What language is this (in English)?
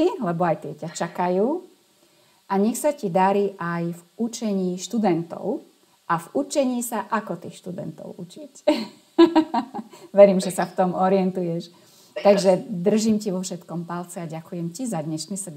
Slovak